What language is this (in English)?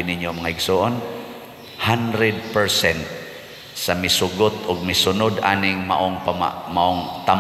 Cebuano